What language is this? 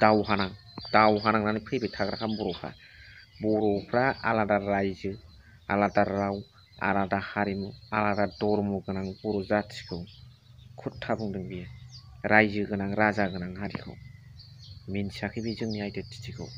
Bodo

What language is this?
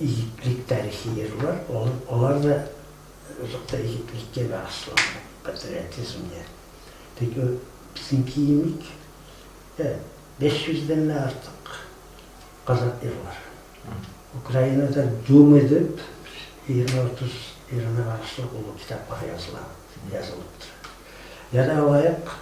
Kumyk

